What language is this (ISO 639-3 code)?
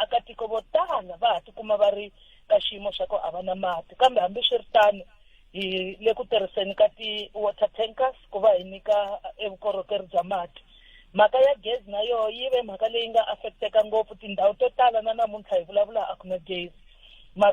tso